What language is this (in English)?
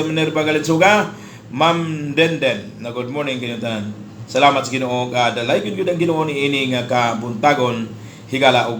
Cebuano